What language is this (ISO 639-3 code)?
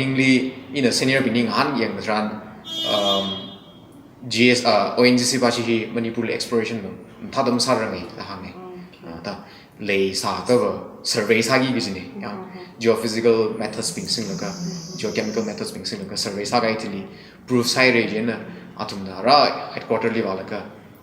nmf